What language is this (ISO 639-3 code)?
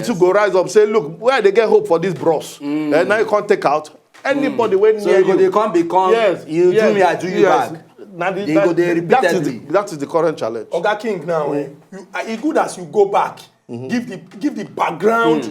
pcm